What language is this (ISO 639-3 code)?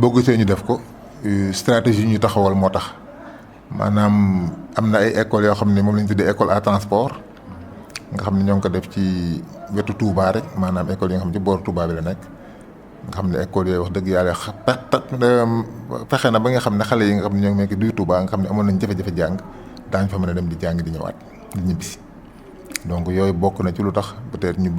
wol